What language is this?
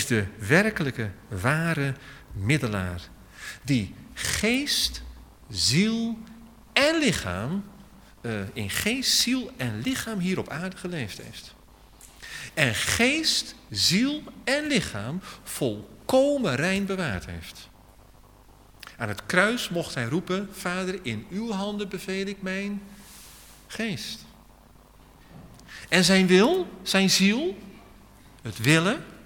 Dutch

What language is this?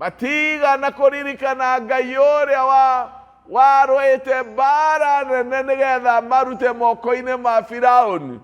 Kikuyu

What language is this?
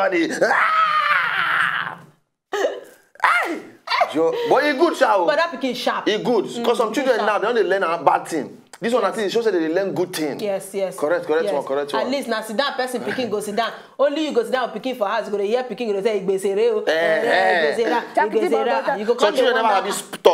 Nigerian Pidgin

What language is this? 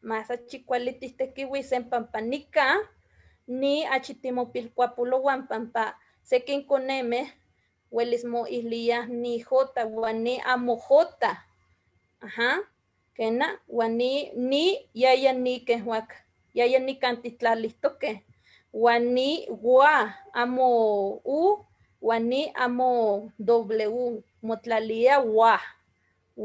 Eastern Huasteca Nahuatl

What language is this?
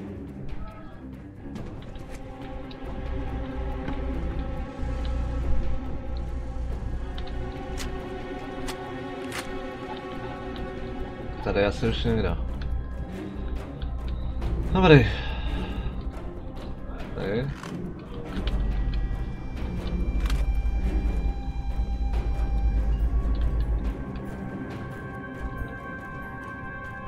Czech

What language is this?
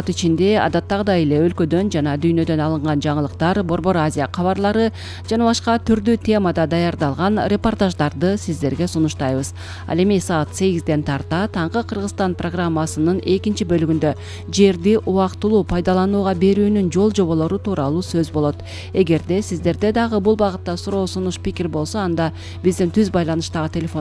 Kyrgyz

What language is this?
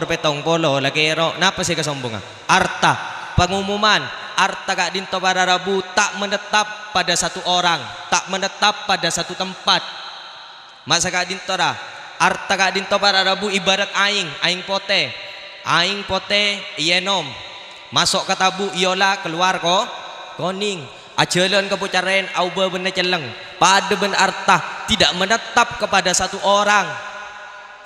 Madurese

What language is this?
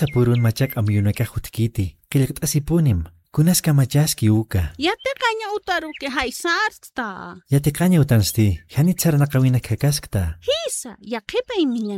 Aymara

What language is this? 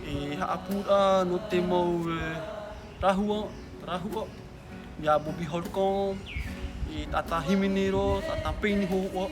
Tahitian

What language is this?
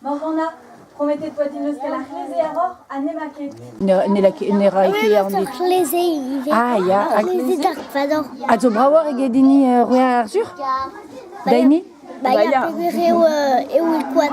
Breton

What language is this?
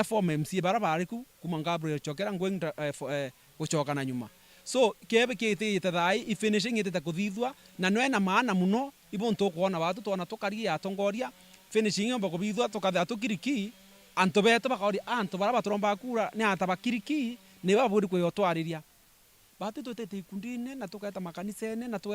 Meru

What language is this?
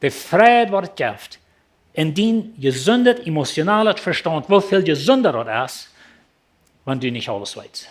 Plautdietsch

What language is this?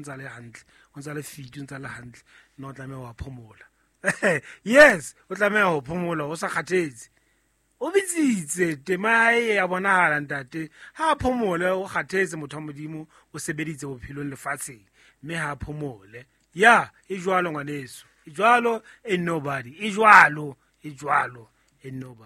Southern Sotho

